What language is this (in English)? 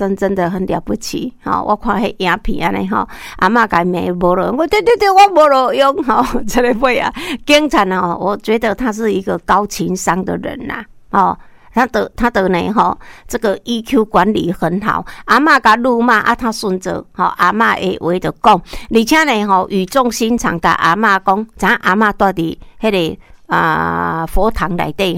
Min Nan Chinese